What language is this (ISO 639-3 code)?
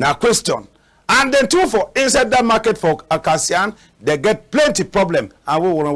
wes